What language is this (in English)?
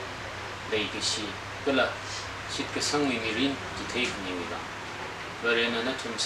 Tangkhul Naga (India)